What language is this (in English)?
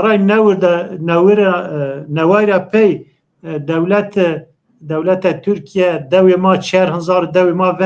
Zaza